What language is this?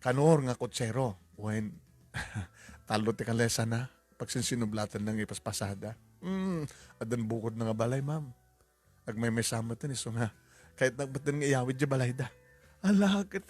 Iloko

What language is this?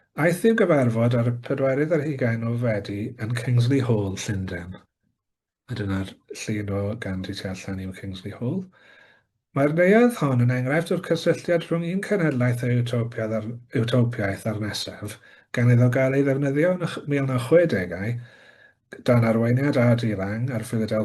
Welsh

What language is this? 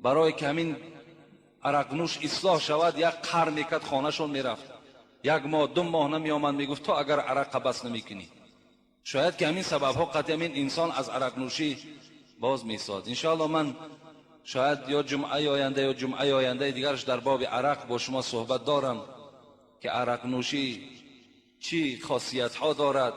Tajik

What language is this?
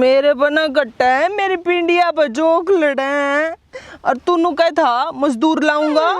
Haryanvi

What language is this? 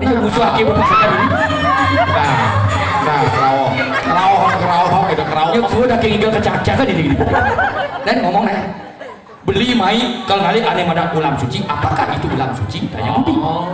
Balinese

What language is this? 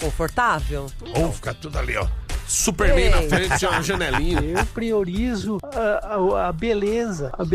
Portuguese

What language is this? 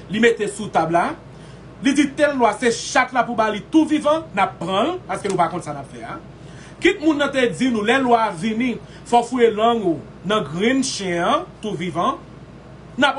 Haitian Creole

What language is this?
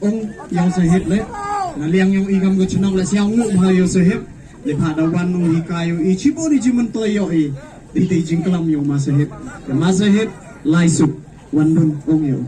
Khasi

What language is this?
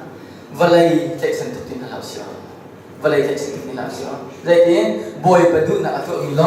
Hakha Chin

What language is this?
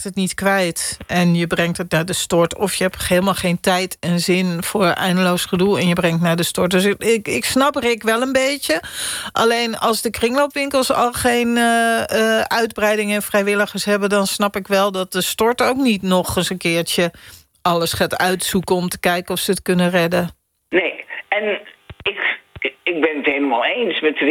Dutch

